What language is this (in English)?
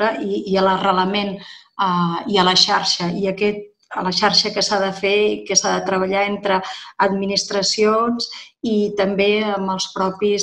Catalan